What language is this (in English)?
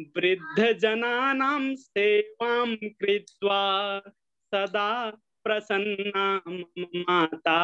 Sanskrit